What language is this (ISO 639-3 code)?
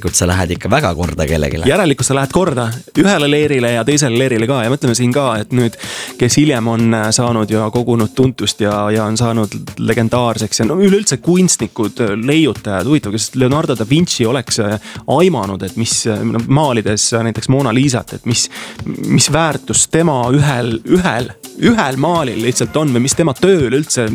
est